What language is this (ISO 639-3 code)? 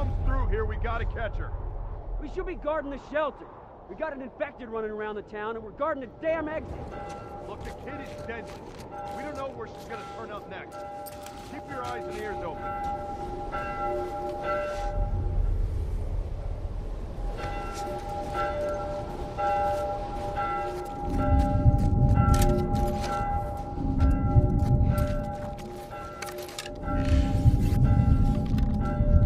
eng